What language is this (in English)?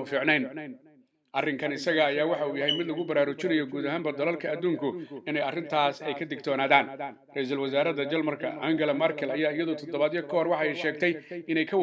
Somali